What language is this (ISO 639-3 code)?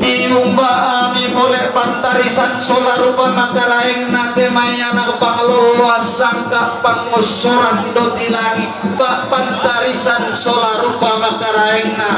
sda